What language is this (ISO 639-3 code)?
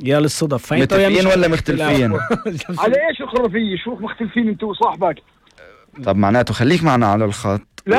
apc